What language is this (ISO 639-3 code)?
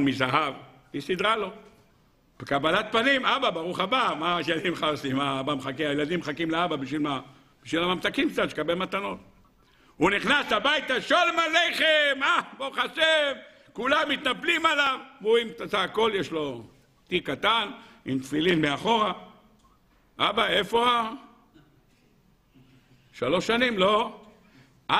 heb